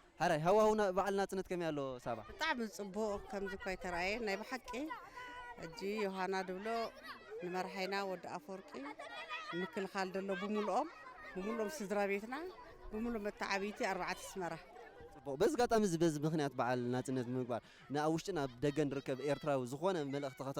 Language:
Tigrinya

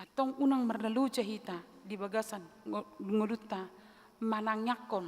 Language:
Batak Toba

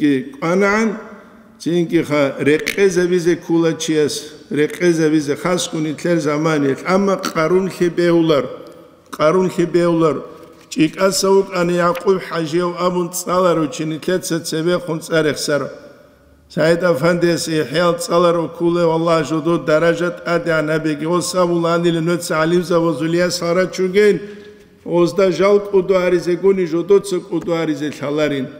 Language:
Avaric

